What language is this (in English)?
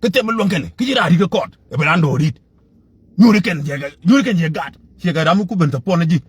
Nuer